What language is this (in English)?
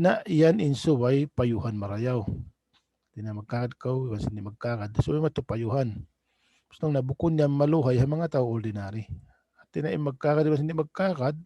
Tausug